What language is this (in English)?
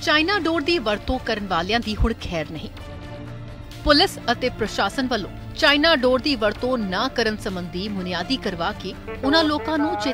Punjabi